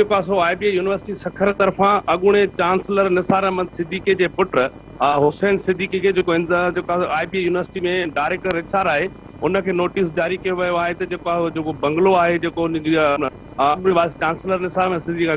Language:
Sindhi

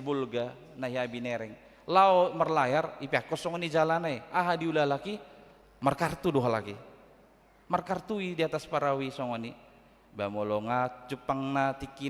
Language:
Batak Toba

